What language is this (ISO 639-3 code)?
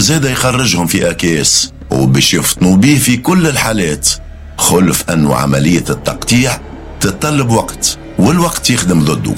aeb